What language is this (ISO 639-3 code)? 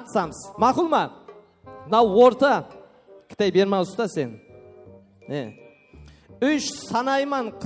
kaa